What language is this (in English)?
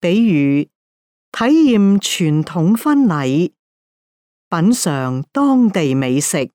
Cantonese